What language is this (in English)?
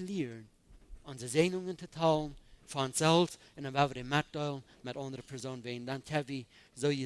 Plautdietsch